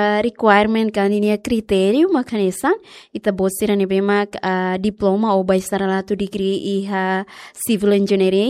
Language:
Tetum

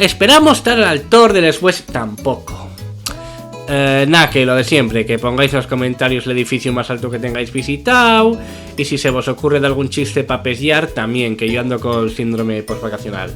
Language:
Asturian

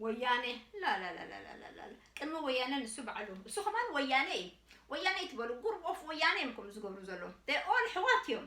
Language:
Tigrinya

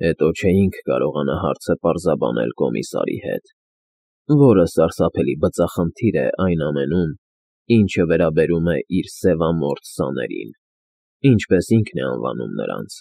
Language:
Armenian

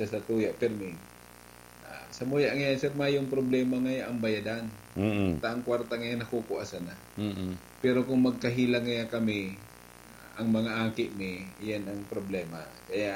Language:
Bikol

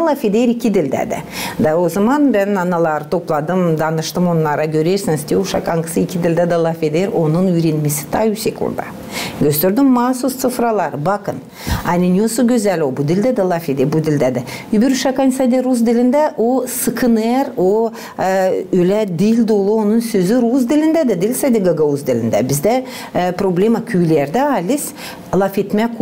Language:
Gagauz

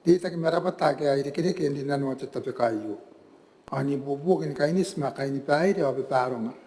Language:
Gilbertese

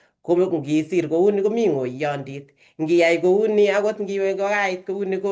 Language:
Kalenjin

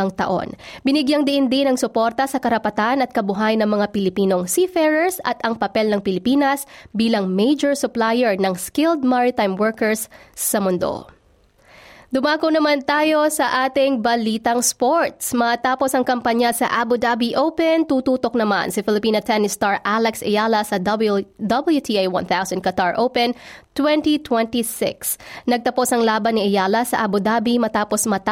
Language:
Filipino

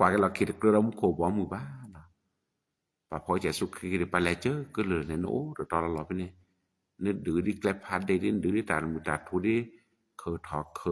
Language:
S'gaw Karen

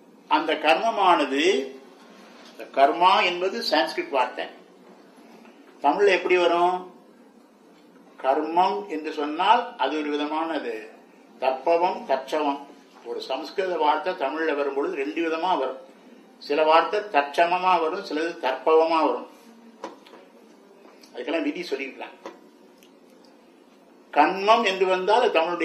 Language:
Tamil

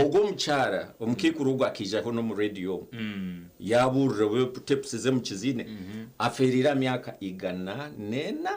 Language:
Nyankole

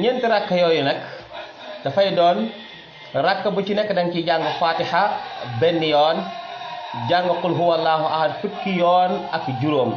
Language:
Wolof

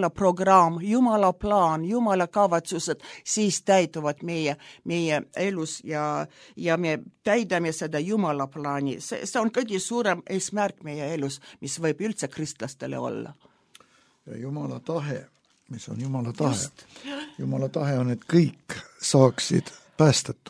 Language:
Estonian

